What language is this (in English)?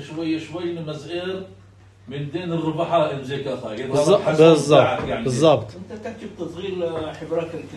North Levantine Arabic